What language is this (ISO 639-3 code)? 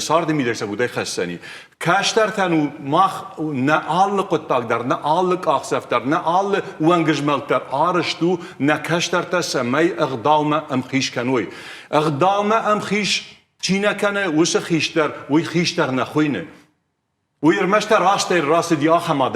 oss